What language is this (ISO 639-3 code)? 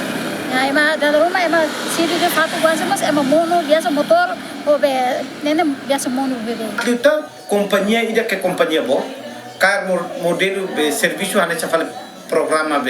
tet